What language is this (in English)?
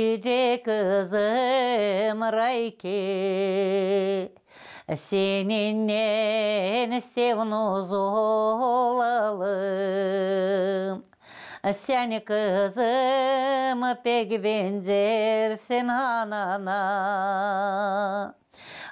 Gagauz